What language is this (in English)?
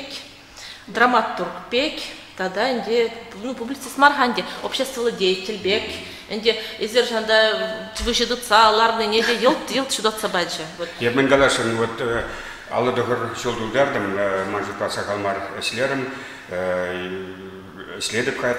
Chuvash